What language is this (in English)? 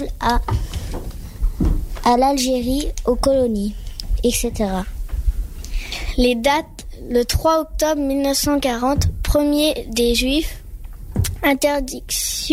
French